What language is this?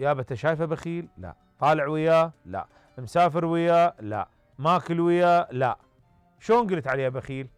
Mesopotamian Arabic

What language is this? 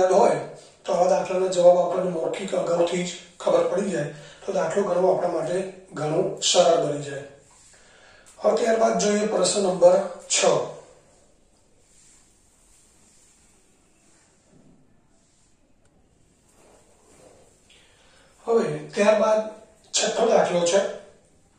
Gujarati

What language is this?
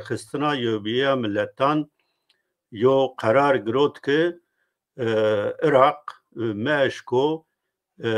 Zaza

